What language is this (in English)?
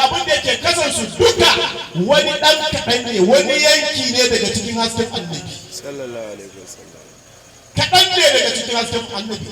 Hausa